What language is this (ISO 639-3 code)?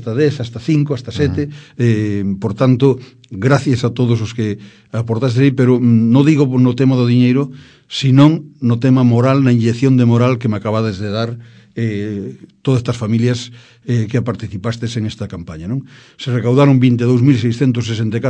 glg